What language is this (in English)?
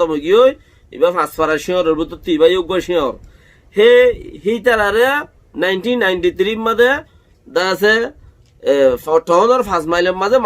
Rohingya